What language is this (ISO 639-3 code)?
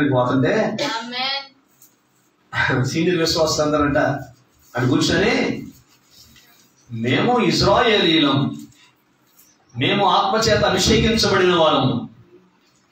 tel